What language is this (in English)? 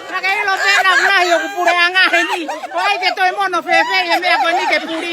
Tongan